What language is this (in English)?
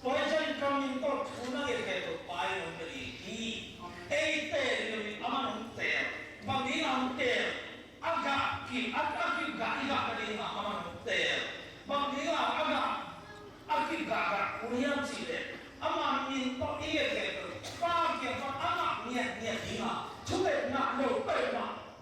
Tedim Chin